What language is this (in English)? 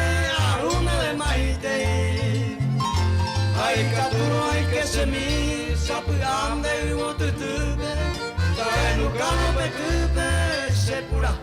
Guarani